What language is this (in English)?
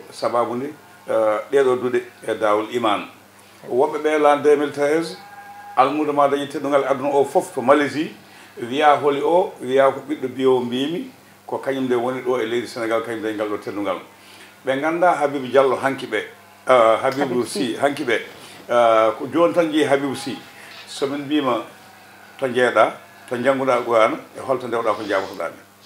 Fula